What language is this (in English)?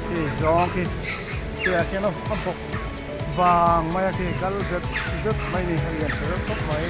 Mizo